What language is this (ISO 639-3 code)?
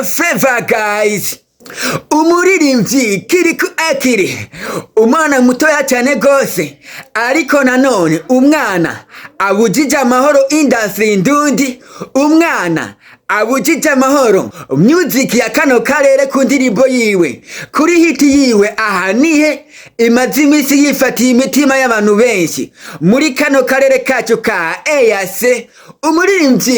run